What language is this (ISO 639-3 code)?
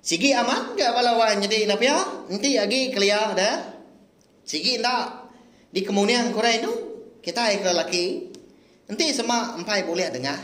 iba